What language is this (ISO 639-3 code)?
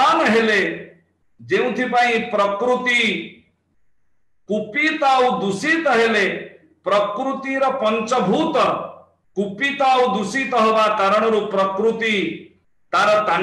ori